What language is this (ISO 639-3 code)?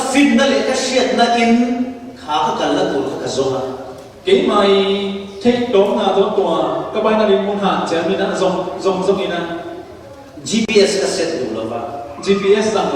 cfm